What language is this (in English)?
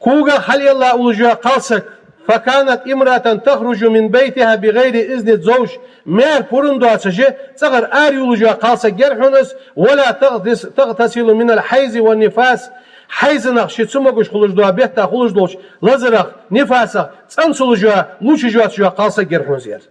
Ingush